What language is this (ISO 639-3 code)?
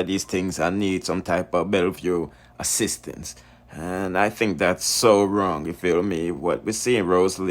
jam